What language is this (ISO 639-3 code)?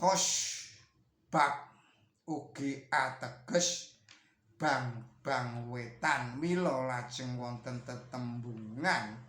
jav